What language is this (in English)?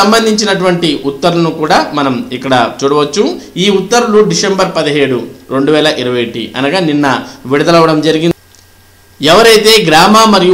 Telugu